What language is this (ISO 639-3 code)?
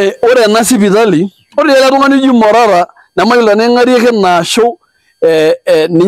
mas